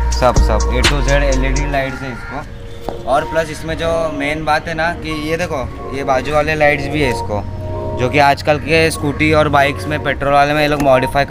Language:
Hindi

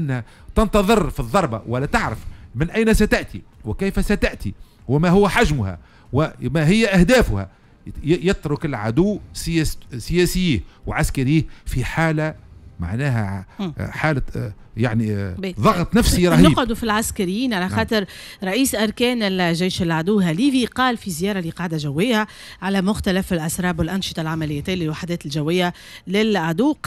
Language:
Tunisian Arabic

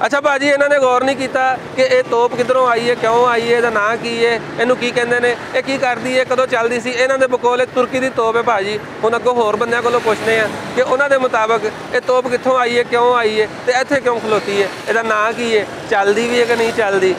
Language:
Western Panjabi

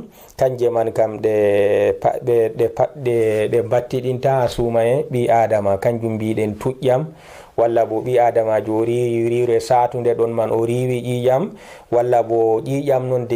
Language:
Fula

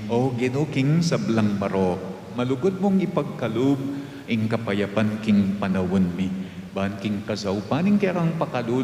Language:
Pampanga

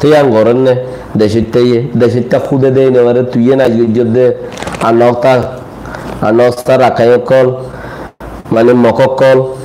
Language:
Rohingya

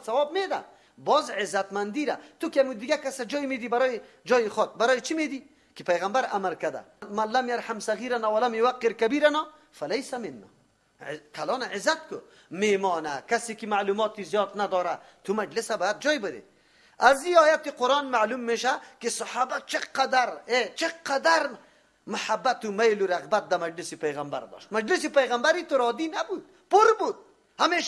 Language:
Persian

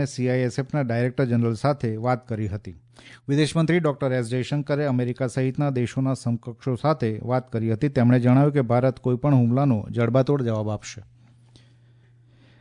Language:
Gujarati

